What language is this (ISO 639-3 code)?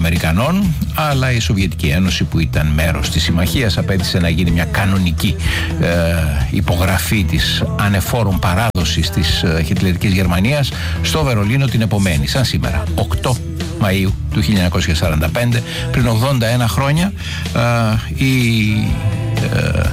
ell